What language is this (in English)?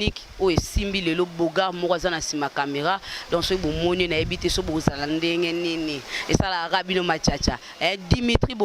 Lingala